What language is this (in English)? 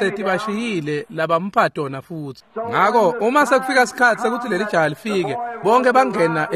Swati